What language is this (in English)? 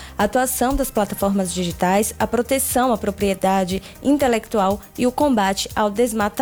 Portuguese